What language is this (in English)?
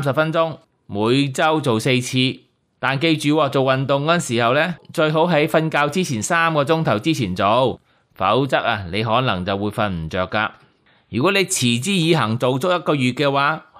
Cantonese